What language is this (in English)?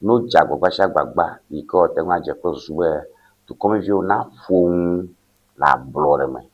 Ewe